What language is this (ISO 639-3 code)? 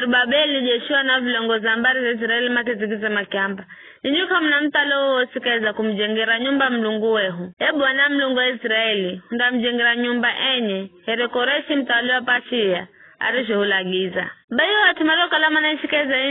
nyf